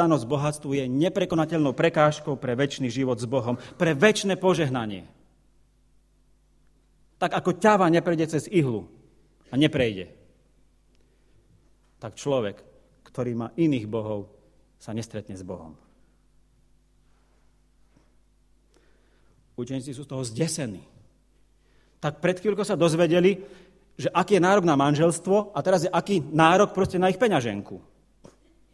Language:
Slovak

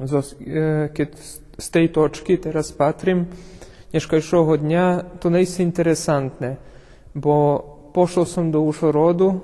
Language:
Rusyn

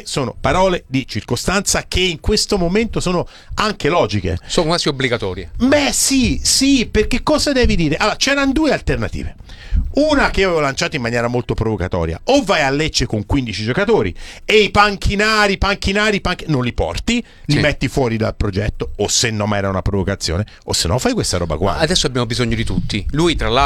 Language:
Italian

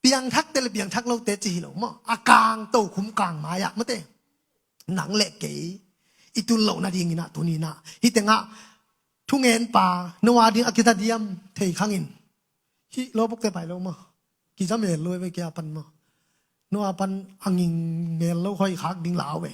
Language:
Tedim Chin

